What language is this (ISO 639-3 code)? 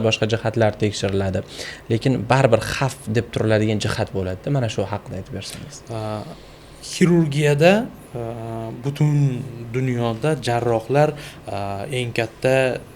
uzb